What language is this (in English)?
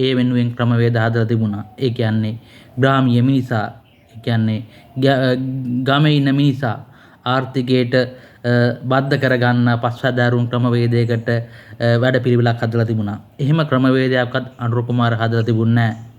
Sinhala